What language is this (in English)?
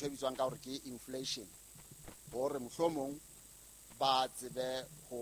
Southern Sotho